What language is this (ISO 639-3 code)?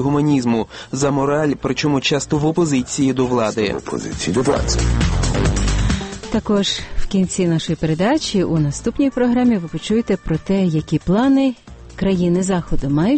ukr